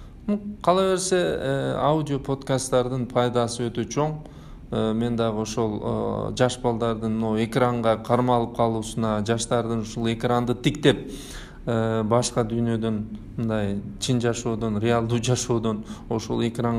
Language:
Kyrgyz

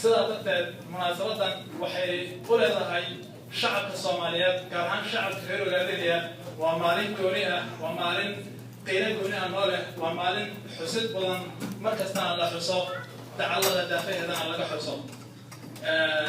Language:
Somali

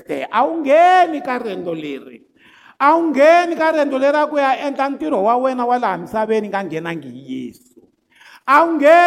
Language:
Tsonga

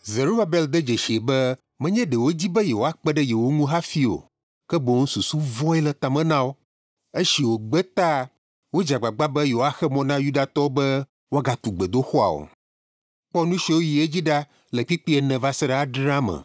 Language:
Ewe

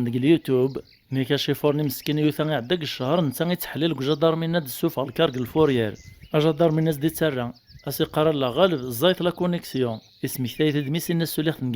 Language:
Kabyle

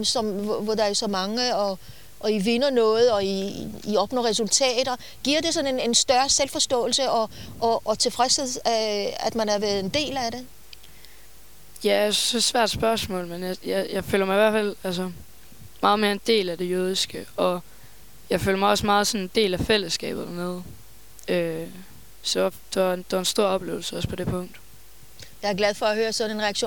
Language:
Danish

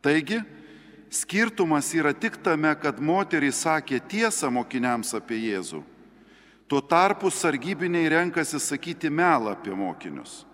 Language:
Lithuanian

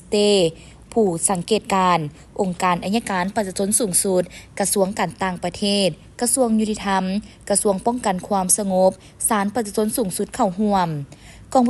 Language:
Lao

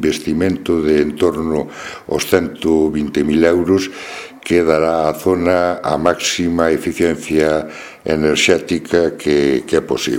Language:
Galician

